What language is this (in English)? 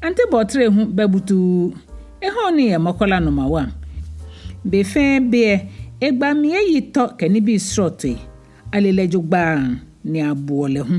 Ga